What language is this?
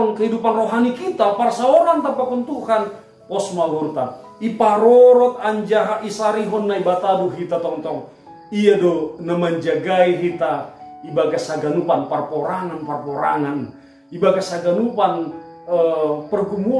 Batak Simalungun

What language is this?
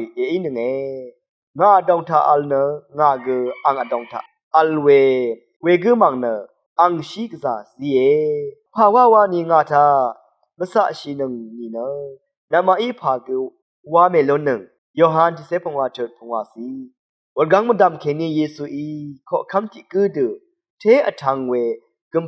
Rawang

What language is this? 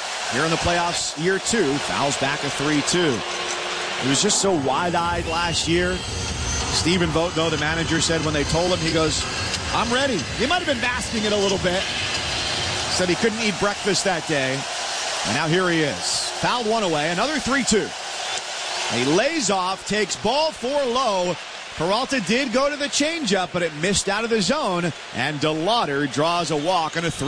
English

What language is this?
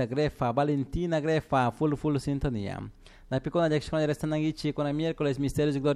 Chimborazo Highland Quichua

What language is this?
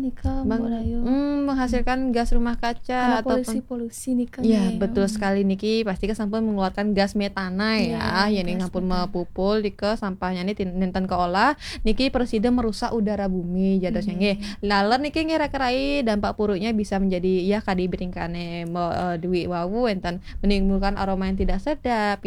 Balinese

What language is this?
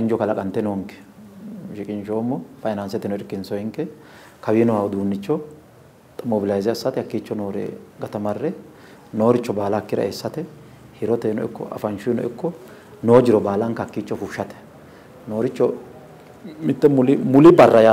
Sidamo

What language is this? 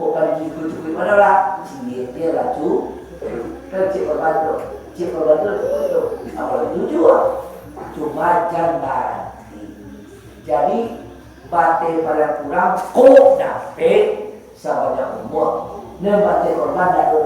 Minangkabau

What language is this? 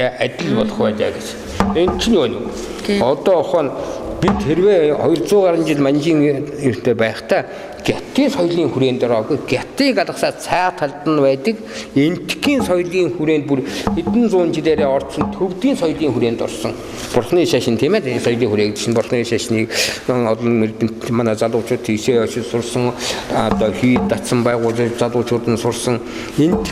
Mongolian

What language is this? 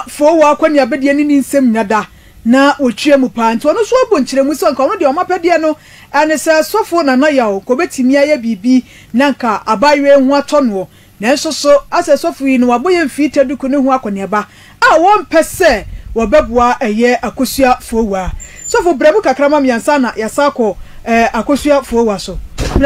Akan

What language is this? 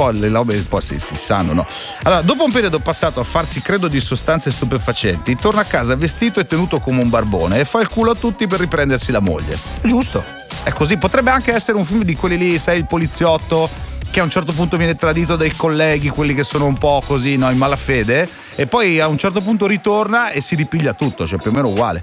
Italian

